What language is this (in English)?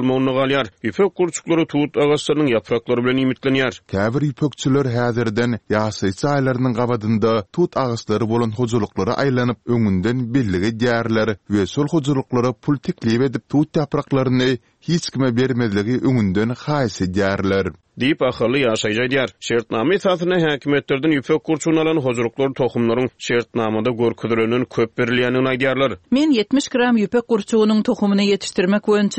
Turkmen